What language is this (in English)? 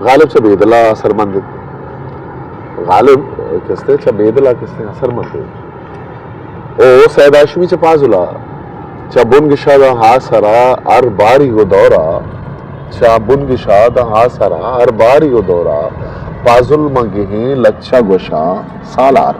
Eastern Balochi